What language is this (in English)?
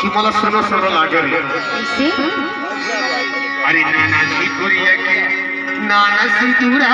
Chhattisgarhi